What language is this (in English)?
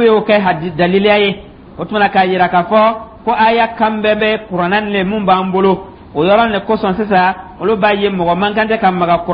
Dyula